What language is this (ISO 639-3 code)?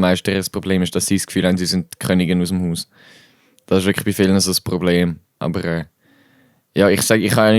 gsw